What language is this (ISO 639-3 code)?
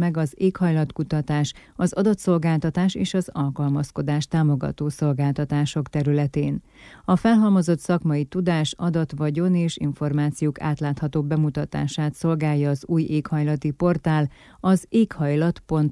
hun